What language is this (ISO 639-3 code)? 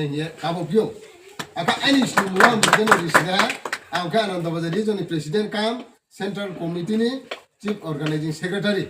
ria